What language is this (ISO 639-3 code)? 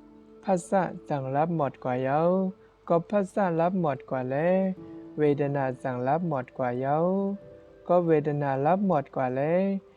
shn